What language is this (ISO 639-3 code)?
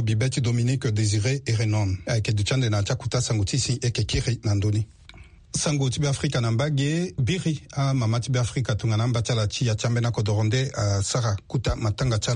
sag